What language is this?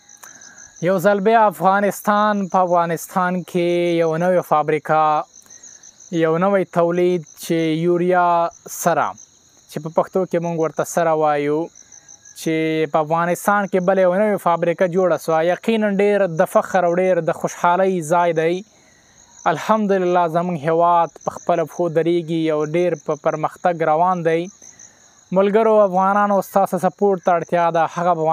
Pashto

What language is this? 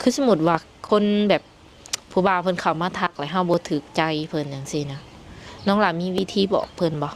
Lao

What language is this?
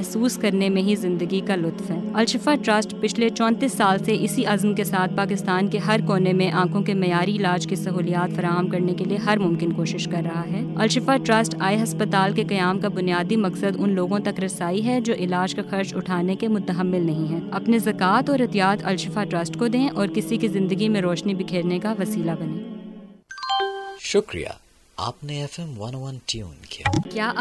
Urdu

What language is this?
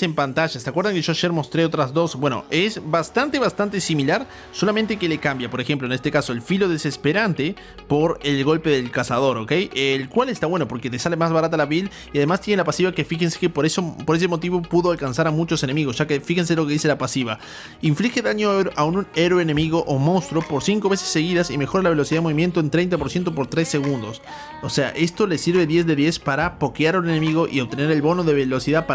Spanish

